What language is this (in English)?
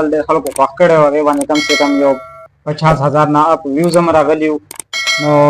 Pashto